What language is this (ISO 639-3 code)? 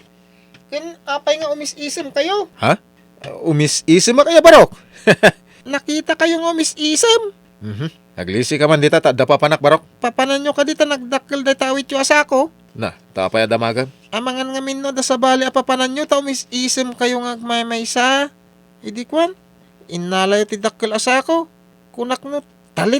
ilo